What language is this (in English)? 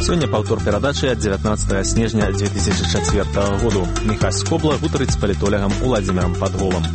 Belarusian